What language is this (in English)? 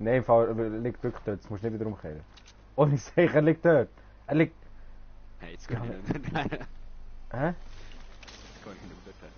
Swiss German